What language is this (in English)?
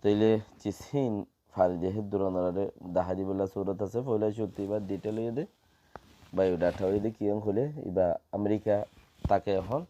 Rohingya